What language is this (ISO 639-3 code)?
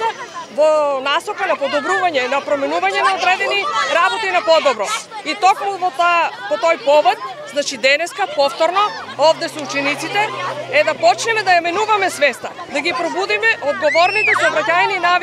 mkd